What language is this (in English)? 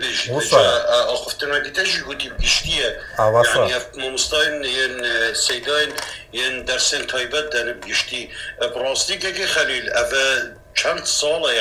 Kurdish